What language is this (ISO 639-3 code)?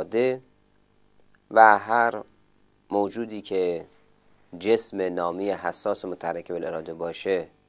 fas